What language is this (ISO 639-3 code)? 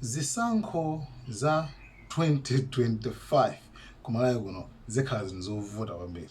nya